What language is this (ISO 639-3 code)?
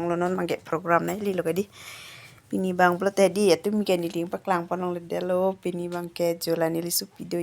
mjw